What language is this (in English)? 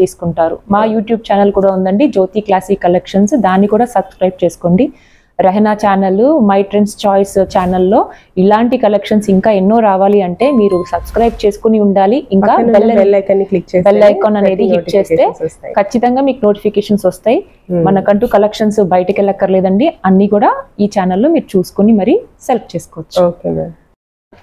Telugu